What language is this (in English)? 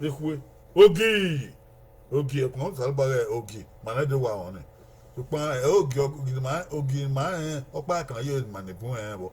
Bini